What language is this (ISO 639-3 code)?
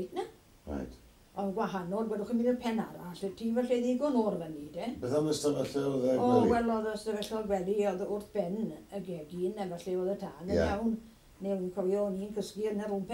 cym